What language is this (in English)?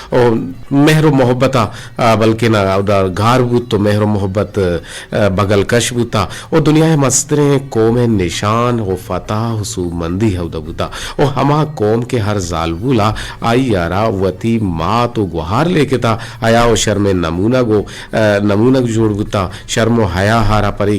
Eastern Balochi